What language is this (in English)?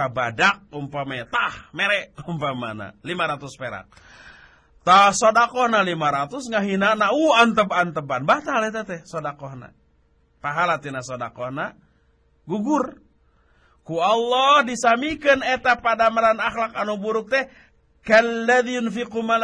Sundanese